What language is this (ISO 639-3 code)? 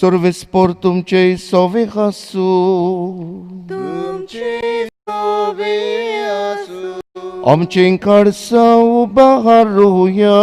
kok